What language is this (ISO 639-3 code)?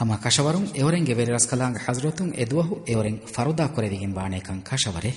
div